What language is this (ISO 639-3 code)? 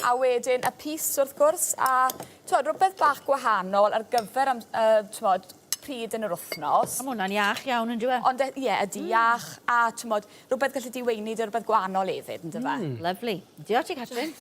cym